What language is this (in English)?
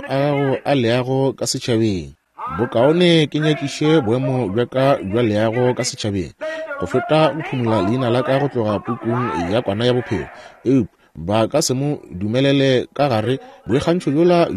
Northern Sotho